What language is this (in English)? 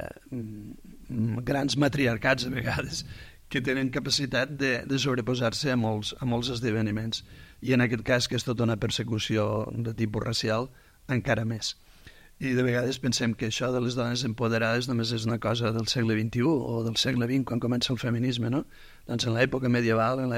Catalan